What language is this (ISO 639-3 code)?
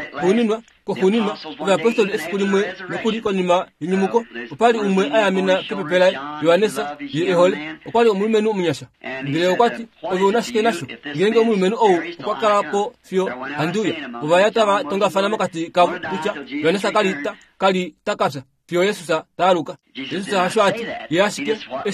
kua